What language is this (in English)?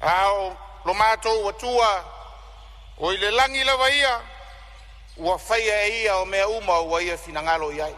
Samoan